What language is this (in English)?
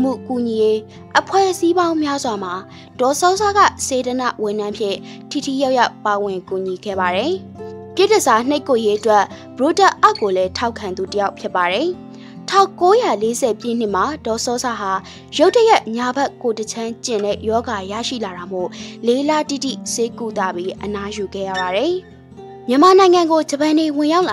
Burmese